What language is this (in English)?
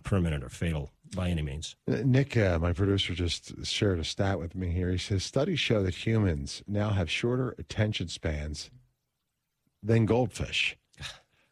English